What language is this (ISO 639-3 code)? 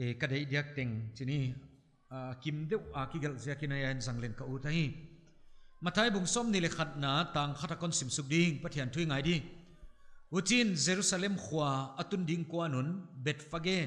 pck